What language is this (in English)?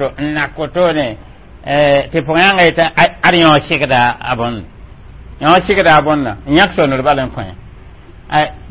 Mossi